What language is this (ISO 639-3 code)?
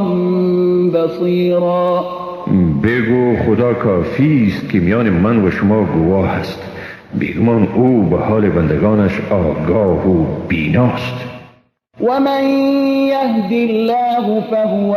fas